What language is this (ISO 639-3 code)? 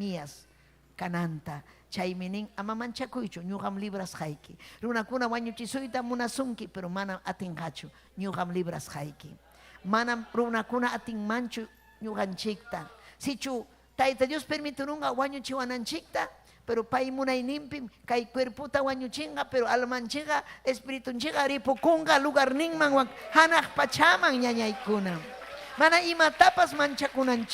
quy